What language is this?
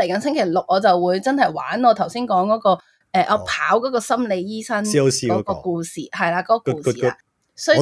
Cantonese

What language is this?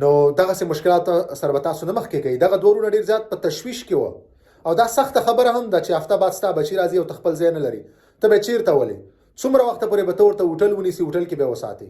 Pashto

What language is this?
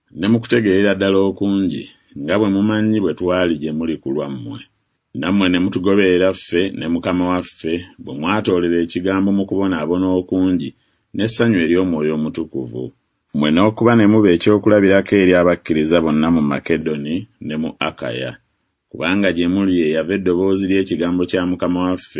Ganda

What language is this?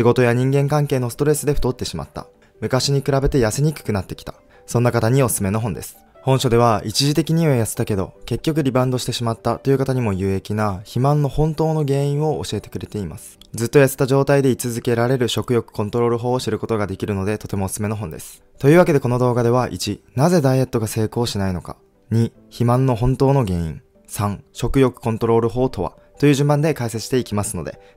Japanese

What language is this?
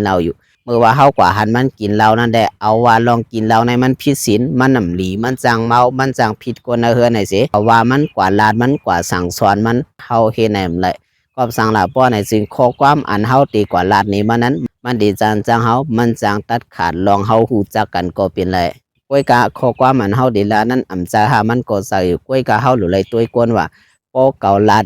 Shan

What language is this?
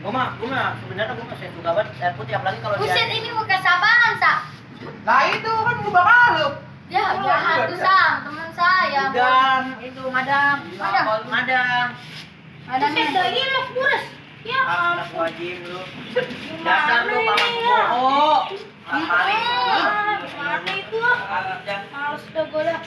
Betawi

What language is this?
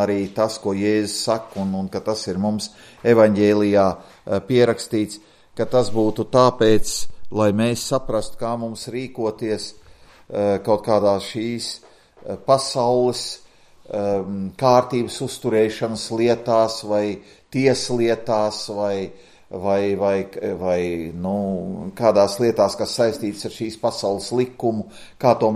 Latvian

